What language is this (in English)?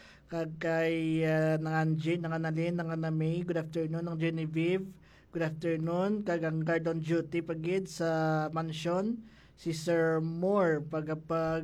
Hiligaynon